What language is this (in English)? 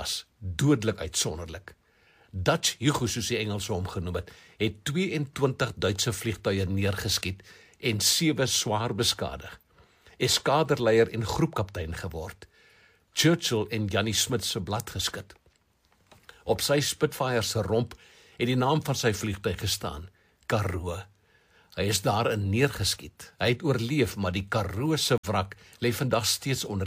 Afrikaans